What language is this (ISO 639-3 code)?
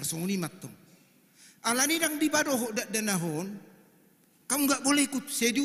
bbc